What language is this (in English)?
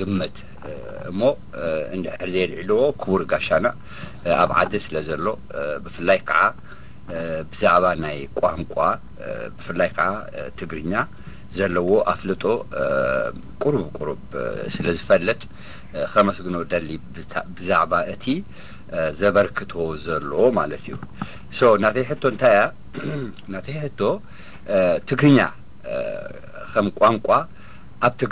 Tigrinya